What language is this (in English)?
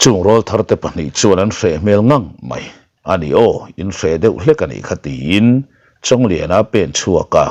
Mizo